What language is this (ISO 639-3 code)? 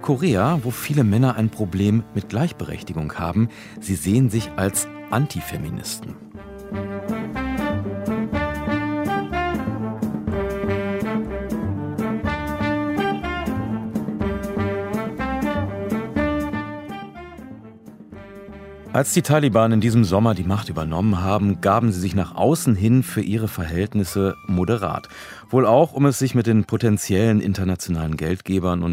deu